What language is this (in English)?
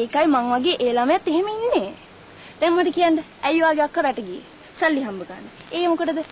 Sinhala